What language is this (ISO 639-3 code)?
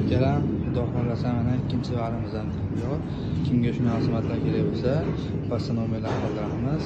uzb